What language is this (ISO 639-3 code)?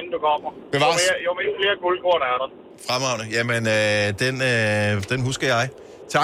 dan